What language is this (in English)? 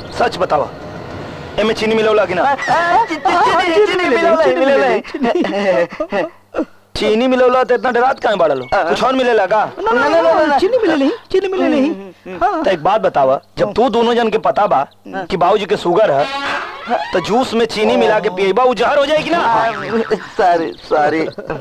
Bhojpuri